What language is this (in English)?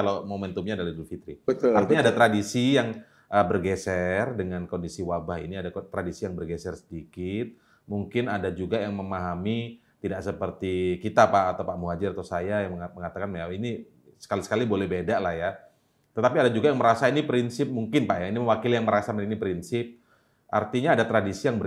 Indonesian